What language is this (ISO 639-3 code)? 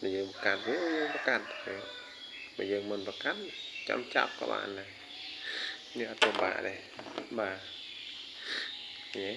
khm